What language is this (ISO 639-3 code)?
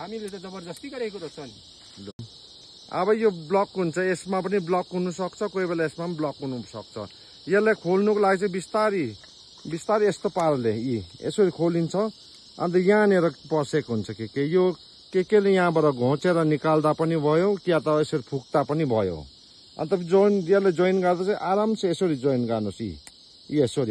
nep